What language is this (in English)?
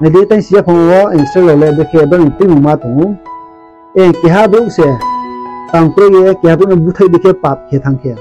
Riang (India)